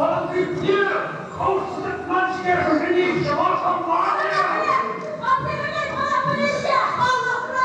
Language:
Chuvash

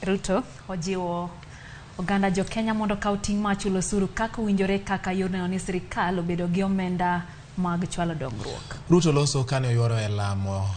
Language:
Luo (Kenya and Tanzania)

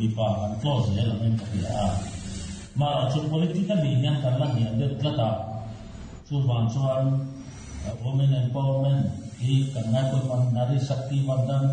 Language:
Mizo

